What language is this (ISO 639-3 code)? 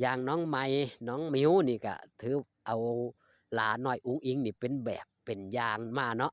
tts